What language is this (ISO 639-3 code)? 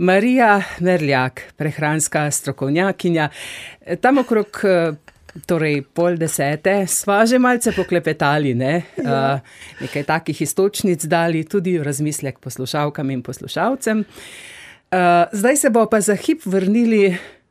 slv